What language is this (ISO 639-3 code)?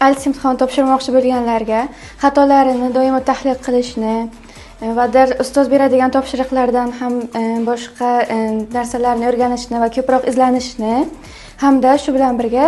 uzb